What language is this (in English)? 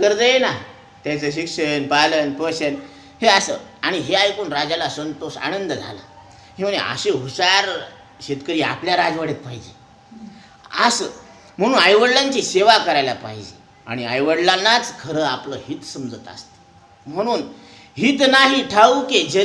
Marathi